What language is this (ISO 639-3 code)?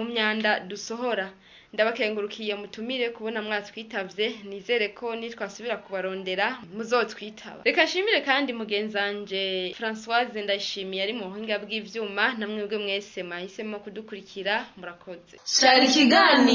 run